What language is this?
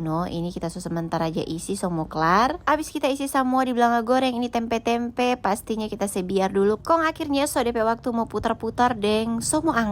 Manado Malay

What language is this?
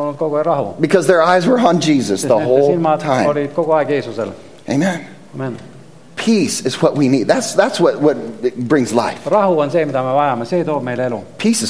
Estonian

